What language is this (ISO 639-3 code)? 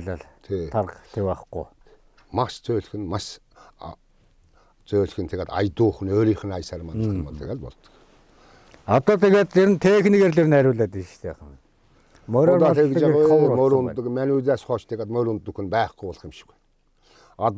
mon